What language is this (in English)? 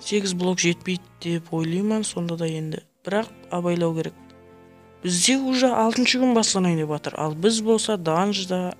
Kara-Kalpak